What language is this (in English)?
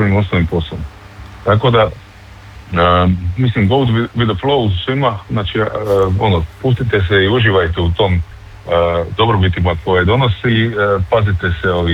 Croatian